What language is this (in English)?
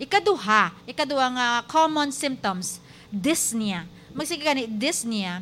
Hiligaynon